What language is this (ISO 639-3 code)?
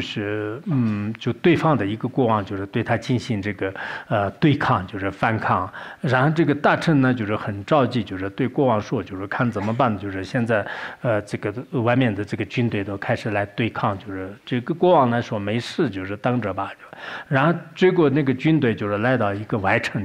zho